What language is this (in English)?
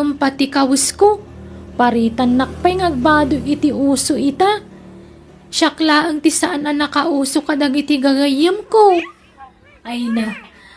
Iloko